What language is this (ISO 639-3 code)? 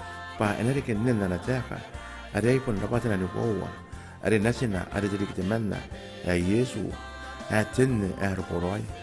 gil